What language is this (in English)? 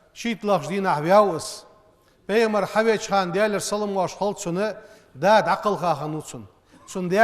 Ingush